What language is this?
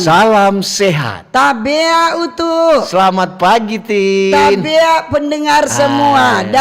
Manado Malay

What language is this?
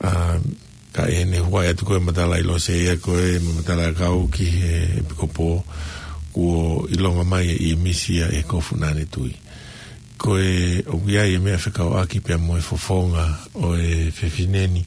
Tongan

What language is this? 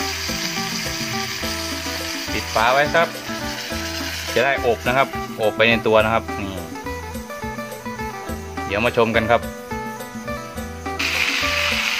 Thai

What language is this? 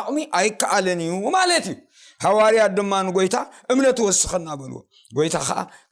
Tigrinya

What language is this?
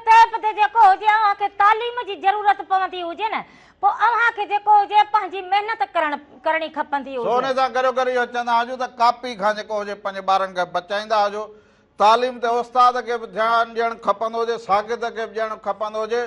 Sindhi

